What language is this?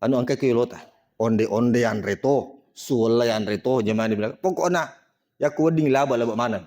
Buginese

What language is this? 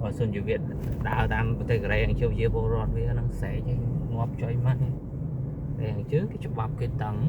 Khmer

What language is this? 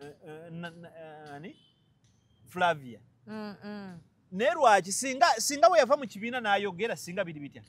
Ganda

